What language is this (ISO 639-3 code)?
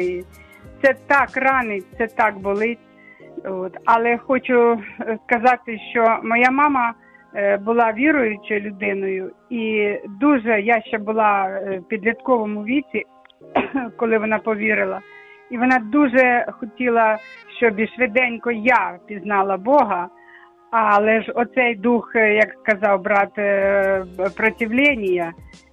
ukr